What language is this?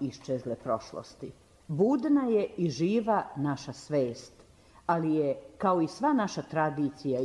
Serbian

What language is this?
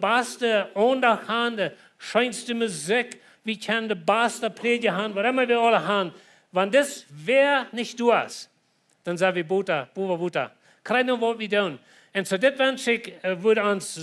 Plautdietsch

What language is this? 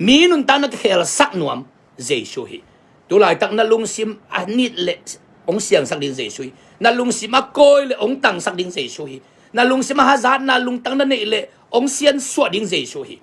Tedim Chin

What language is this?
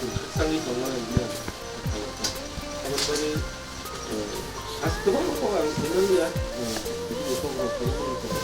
Kok Borok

